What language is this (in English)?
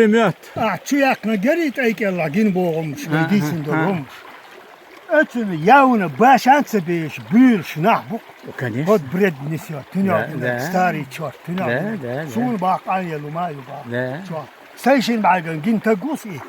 Chechen